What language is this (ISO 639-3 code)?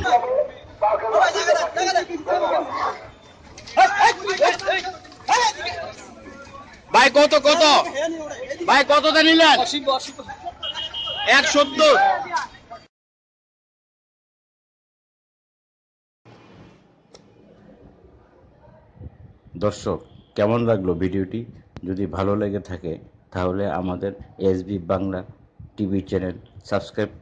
ben